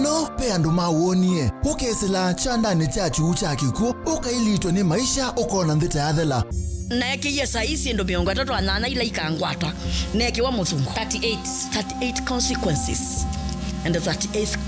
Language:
Kamba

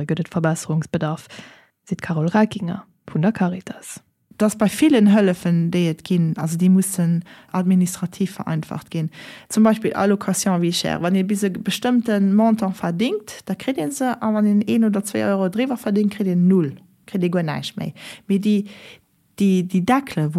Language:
Luxembourgish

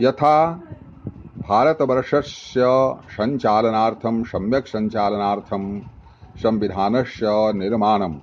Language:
Sanskrit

